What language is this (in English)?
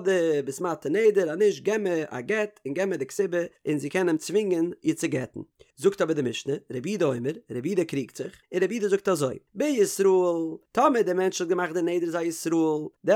Yiddish